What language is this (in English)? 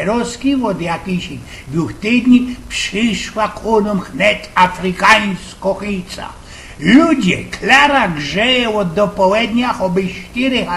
Silesian